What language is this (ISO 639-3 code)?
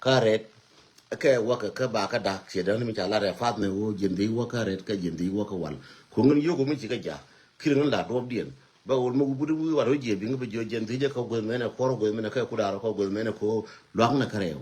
nus